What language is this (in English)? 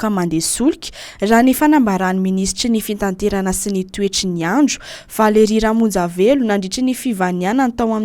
Malagasy